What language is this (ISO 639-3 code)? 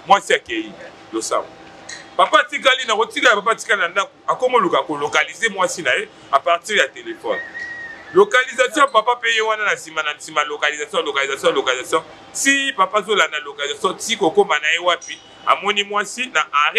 lin